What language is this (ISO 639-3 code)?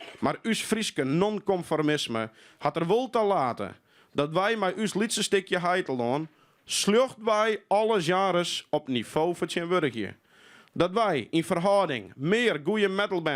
fry